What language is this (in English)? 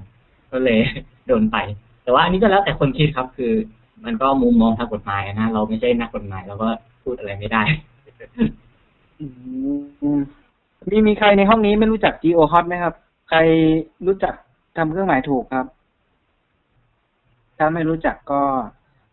Thai